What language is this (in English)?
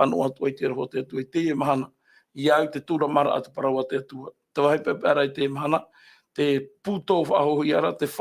Tahitian